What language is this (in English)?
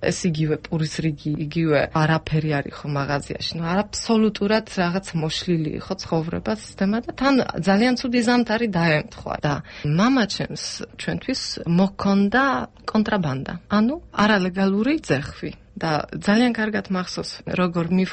Georgian